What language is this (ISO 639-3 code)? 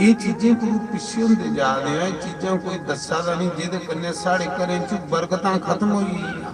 doi